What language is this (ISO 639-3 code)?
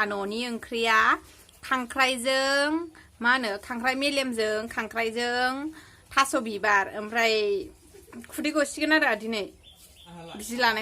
brx